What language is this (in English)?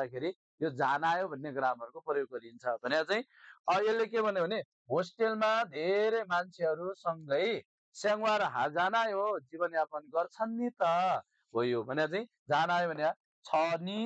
Nepali